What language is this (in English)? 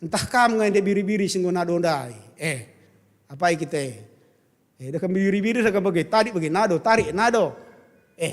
Batak Karo